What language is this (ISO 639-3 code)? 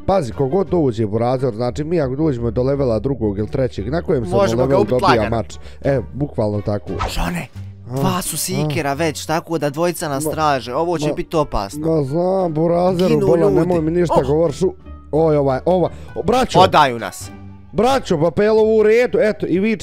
bos